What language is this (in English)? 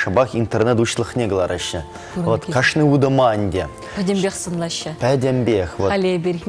Chuvash